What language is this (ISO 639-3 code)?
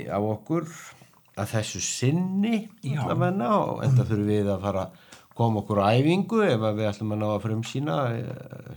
isl